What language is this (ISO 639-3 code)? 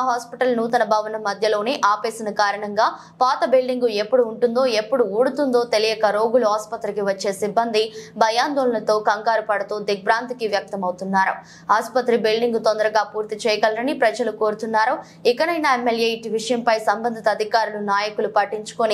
tel